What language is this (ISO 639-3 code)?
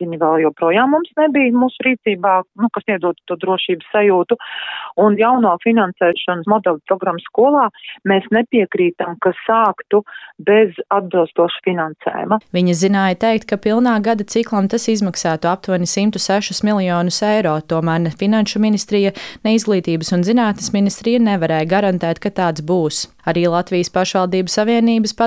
lav